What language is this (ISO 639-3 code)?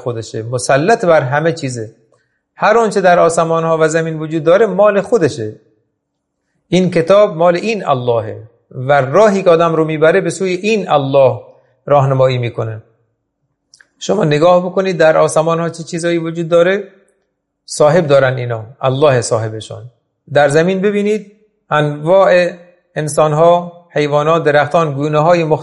fas